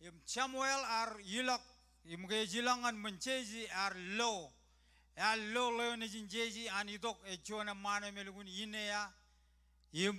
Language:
Marshallese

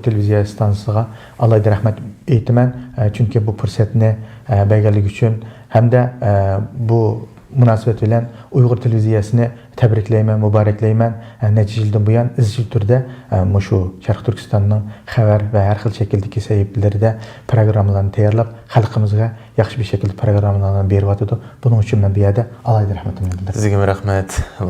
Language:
Uyghur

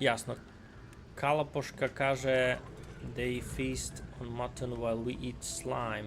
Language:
Rusyn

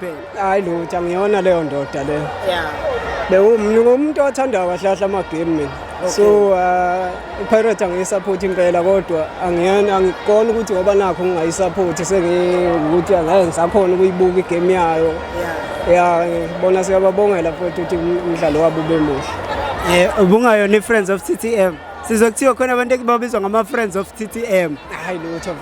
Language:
Zulu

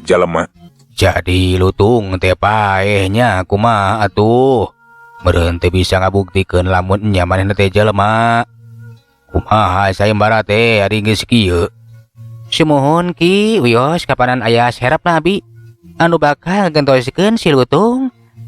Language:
Sundanese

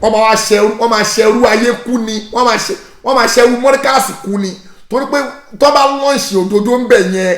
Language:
Yoruba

